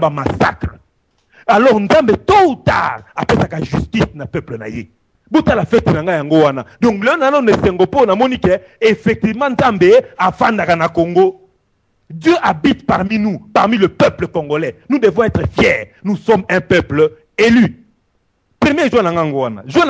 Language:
Lingala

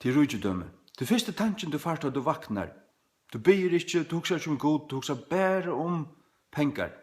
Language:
Faroese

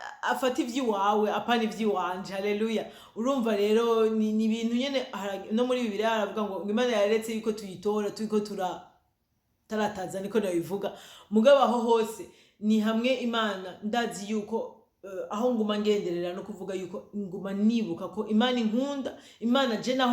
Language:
Rundi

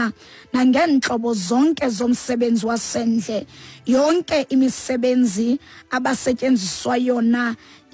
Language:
Xhosa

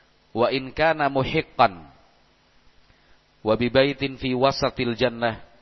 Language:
Indonesian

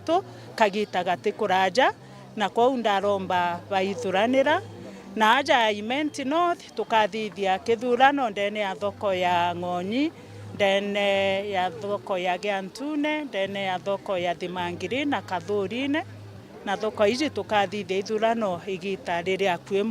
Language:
Meru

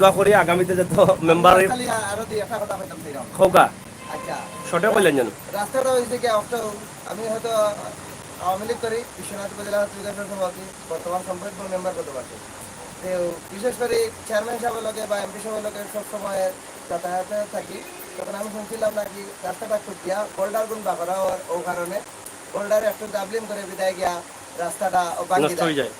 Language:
Sylheti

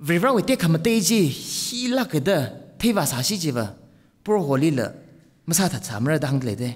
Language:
Tangkhul Naga (India)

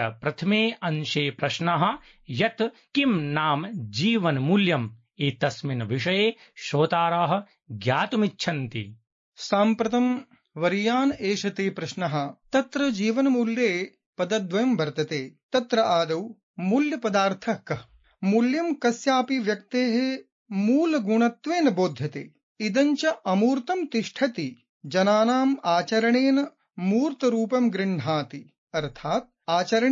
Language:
Sanskrit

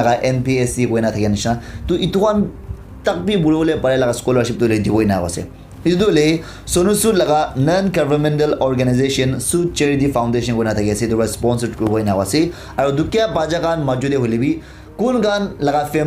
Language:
Naga Pidgin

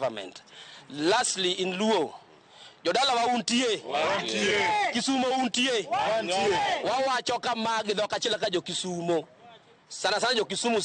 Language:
Luo (Kenya and Tanzania)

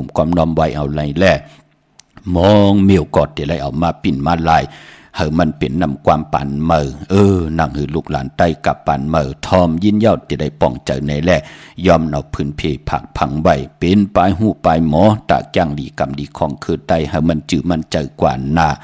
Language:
Shan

